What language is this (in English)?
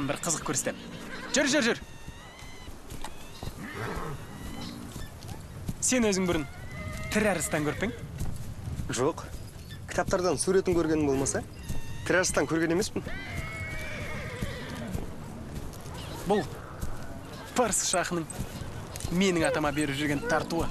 Kazakh